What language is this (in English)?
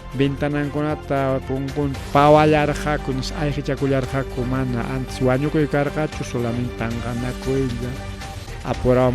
Ayacucho Quechua